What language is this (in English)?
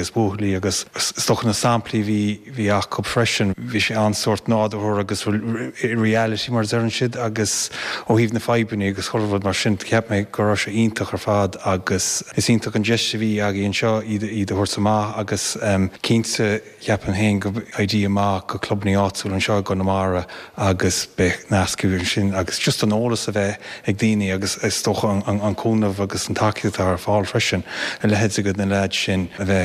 Irish